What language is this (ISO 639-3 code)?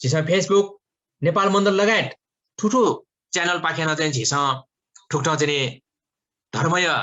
new